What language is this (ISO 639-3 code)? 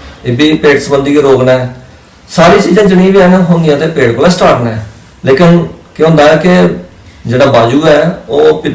doi